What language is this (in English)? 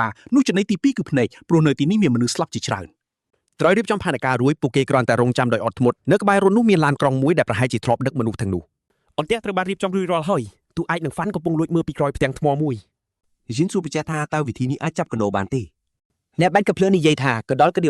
Khmer